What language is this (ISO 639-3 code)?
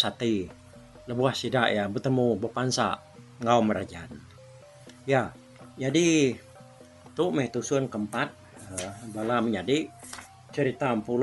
iba